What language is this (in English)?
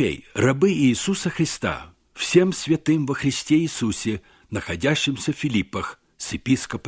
Russian